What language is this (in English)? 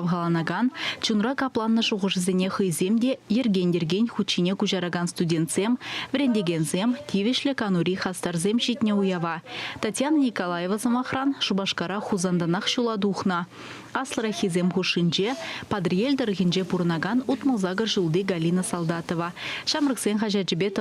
Chuvash